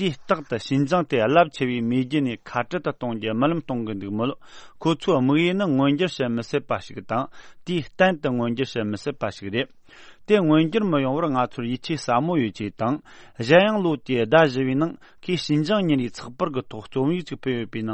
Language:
Tibetan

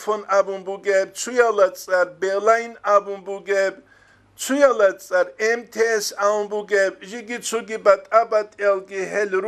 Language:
Avaric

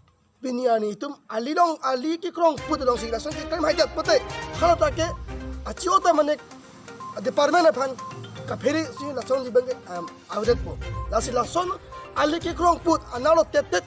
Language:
Karbi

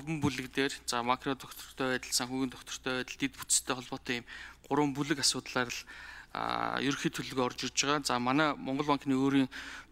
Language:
Mongolian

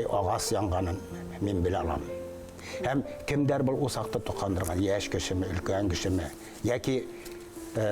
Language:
Bashkir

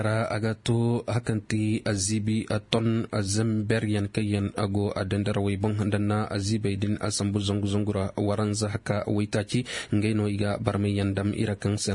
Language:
Zarma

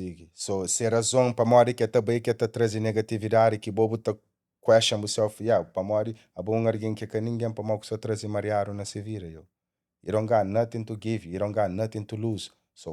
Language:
Kabuverdianu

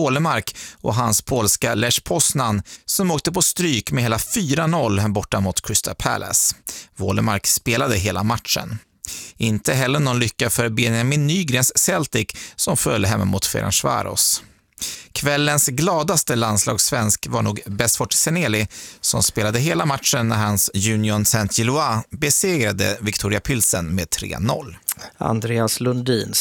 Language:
Swedish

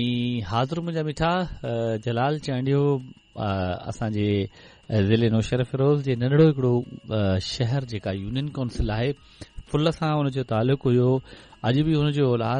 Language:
Sindhi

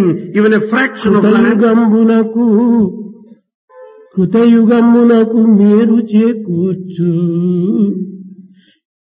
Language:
Telugu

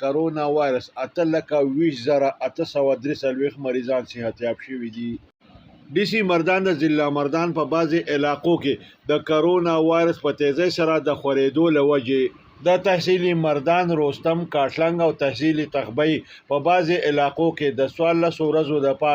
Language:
Pashto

